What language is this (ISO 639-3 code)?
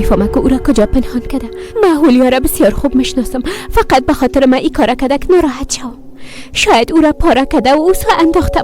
fas